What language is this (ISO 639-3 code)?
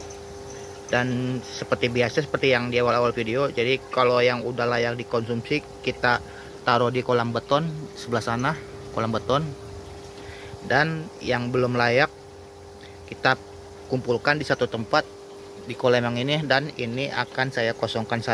ind